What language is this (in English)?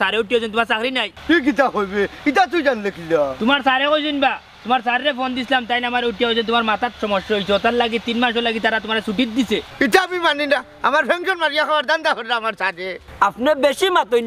Sylheti